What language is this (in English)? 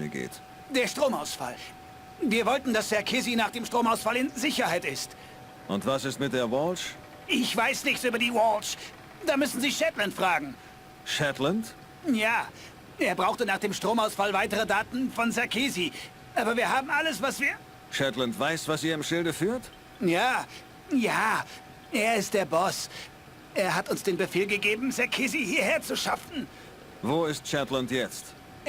Bavarian